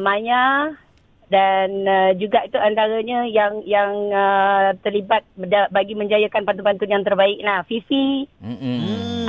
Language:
Malay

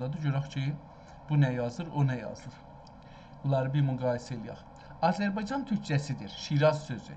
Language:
South Azerbaijani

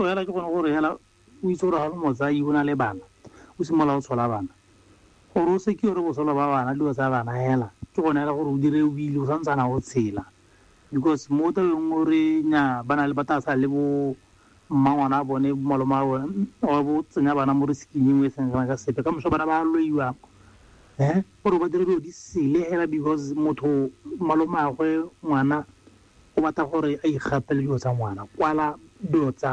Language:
Tswana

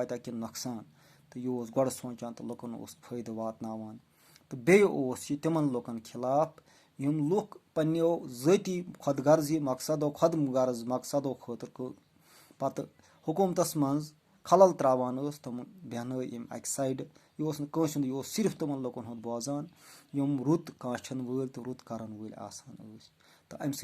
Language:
Kashmiri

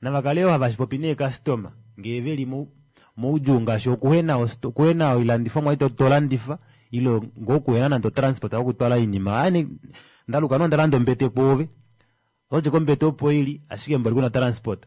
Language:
Kuanyama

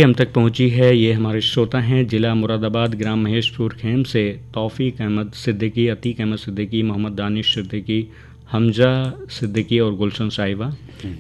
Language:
Hindi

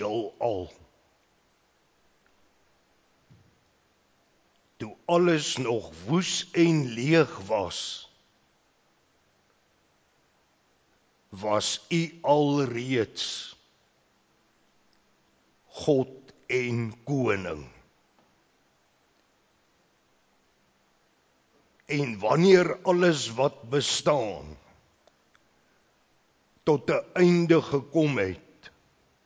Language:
Afrikaans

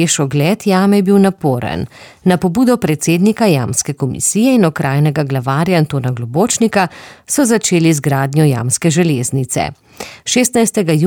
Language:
Slovenian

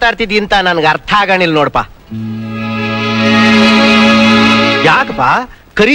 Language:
Kannada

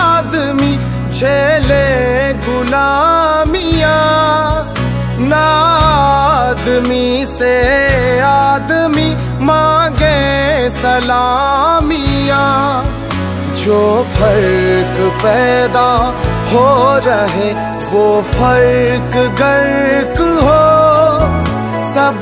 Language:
Hindi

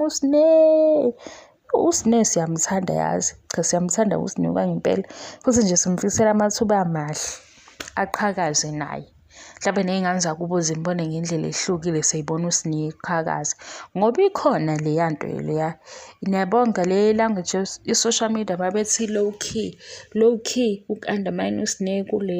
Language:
Zulu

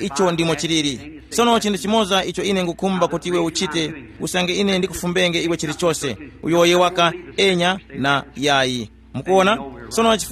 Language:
Tumbuka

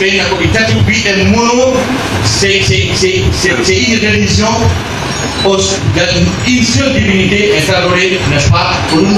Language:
Pular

